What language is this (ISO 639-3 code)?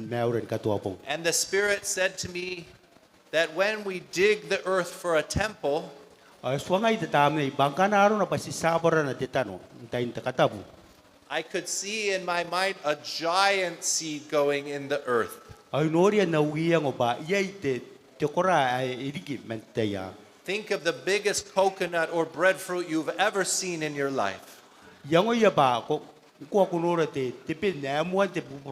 gil